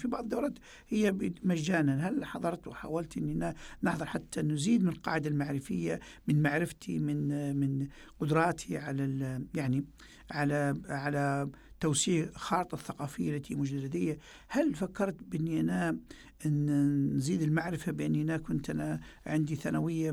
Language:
Arabic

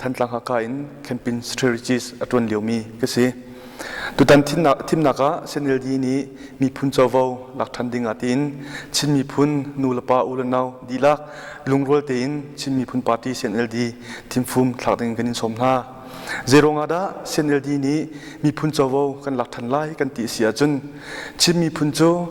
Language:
Hakha Chin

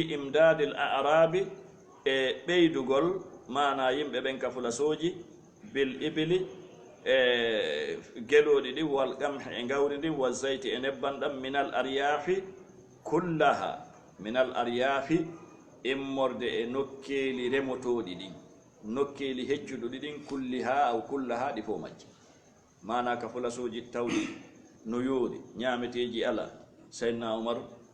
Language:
Fula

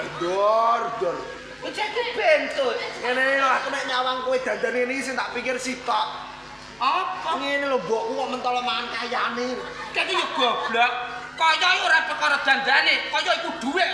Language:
Javanese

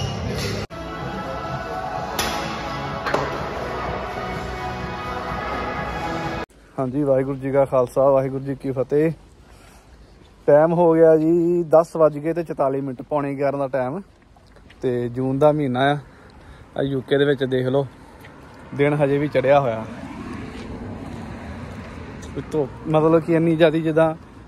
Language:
Punjabi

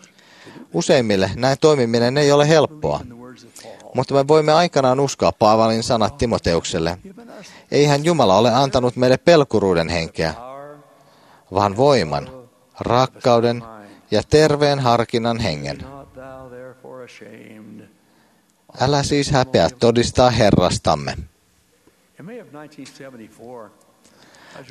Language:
Finnish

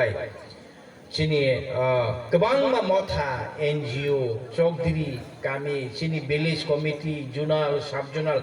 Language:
Kok Borok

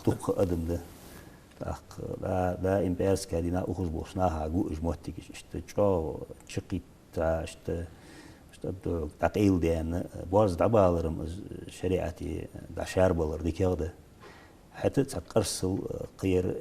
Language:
Ingush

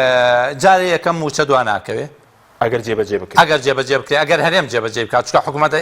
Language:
Central Kurdish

